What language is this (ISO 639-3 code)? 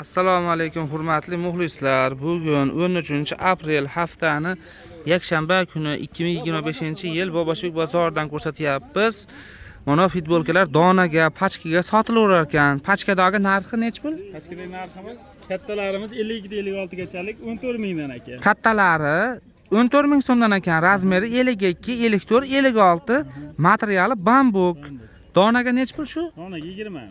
uzb